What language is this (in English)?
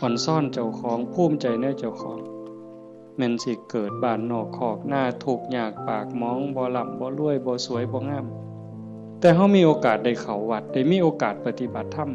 Northeastern Thai